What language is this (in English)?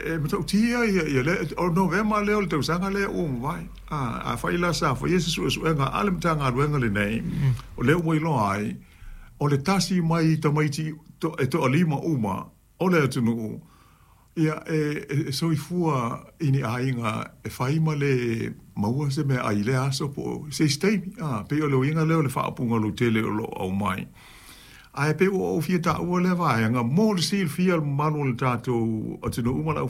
Samoan